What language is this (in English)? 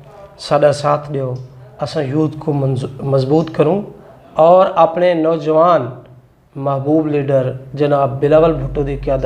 Saraiki